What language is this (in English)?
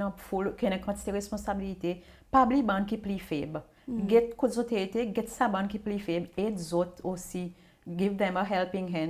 Seselwa Creole French